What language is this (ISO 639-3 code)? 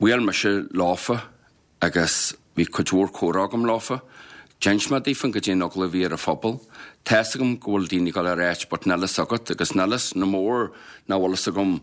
gle